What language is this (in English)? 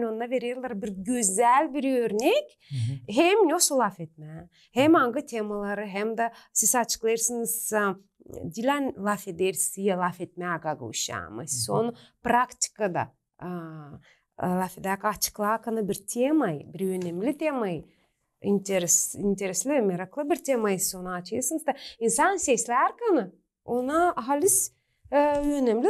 Gagauz